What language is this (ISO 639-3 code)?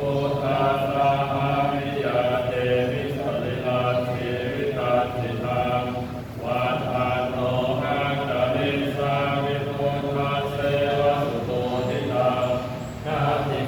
pli